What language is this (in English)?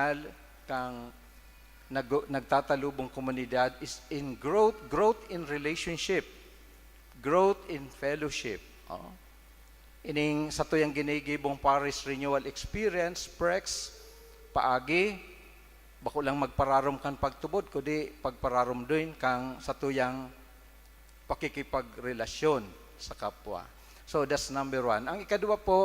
Bikol